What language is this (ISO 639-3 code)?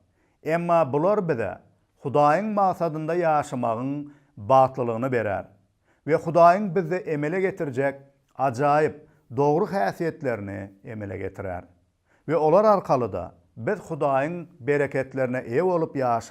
tuk